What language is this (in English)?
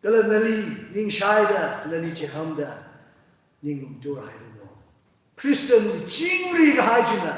Tangkhul Naga (India)